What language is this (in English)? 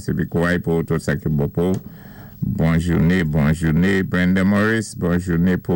Saint Lucian Creole French